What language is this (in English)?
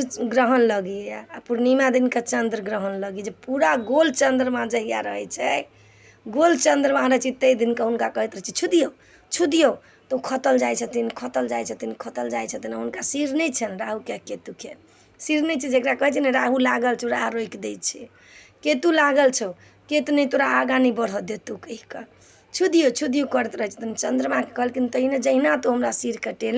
Maithili